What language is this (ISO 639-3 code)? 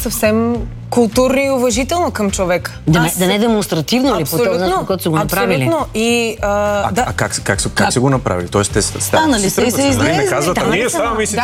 bul